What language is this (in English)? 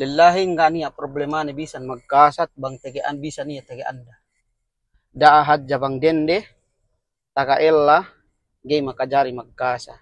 Yakan